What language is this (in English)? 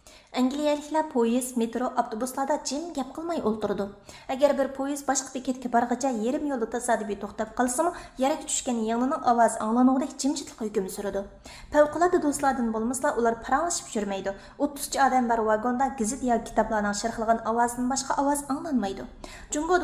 Uyghur